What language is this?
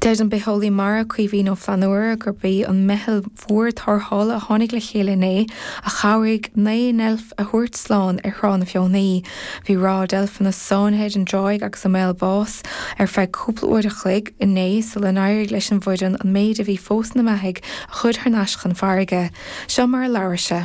Irish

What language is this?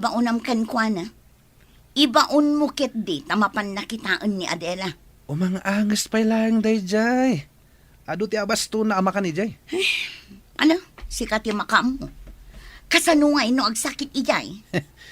Iloko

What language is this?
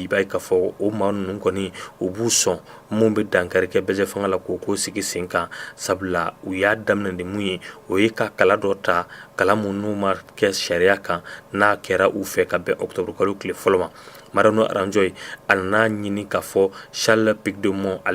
Bambara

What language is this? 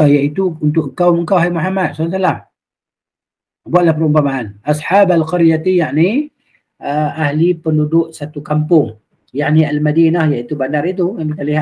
Malay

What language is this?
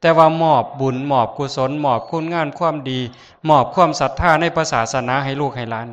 Northeastern Thai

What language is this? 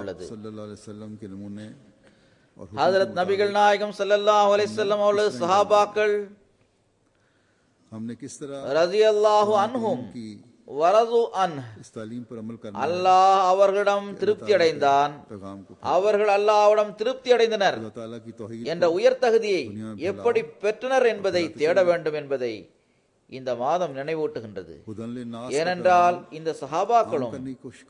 Tamil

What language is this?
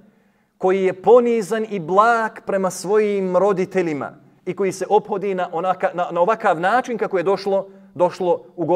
Bosnian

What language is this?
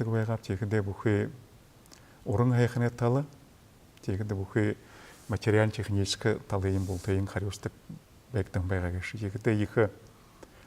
Buriat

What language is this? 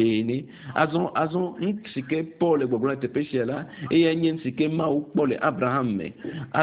Ewe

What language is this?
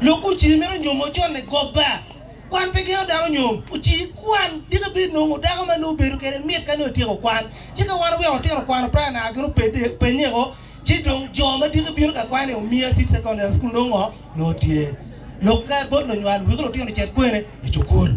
Acoli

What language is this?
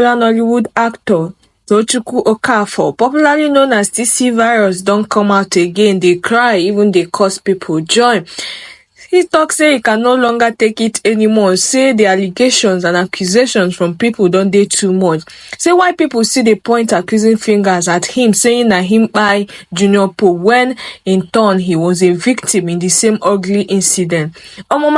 Nigerian Pidgin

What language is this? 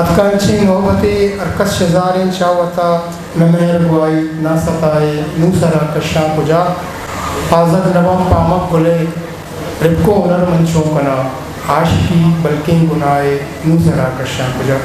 Eastern Balochi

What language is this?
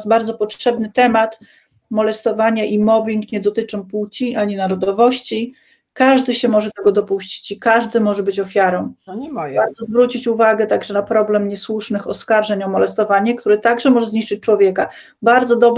Polish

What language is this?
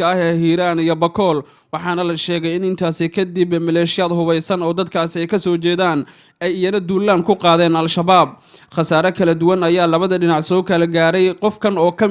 Somali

